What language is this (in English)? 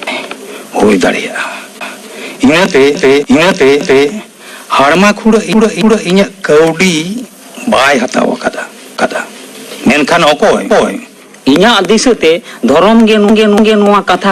Santali